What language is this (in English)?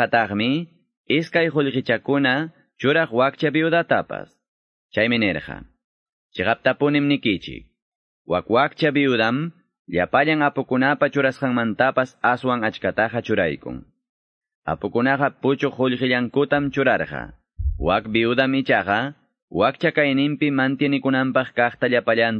Quechua